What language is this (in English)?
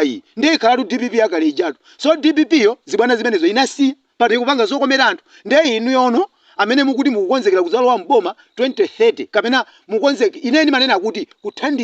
Nyanja